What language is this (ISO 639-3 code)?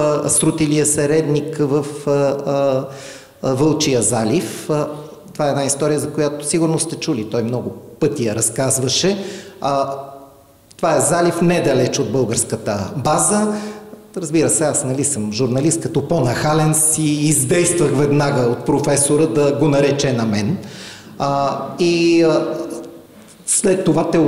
bul